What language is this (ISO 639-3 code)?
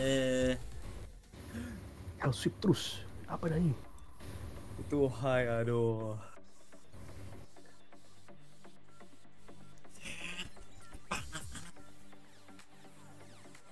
ind